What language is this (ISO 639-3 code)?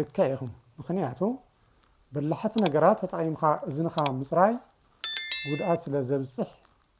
tir